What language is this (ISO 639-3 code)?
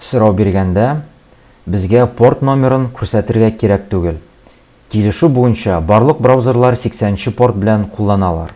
tat